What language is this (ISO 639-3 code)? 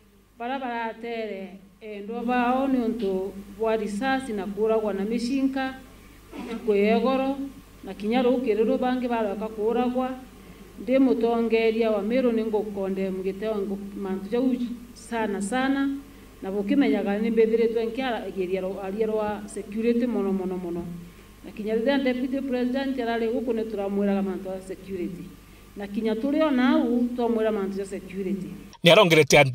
mer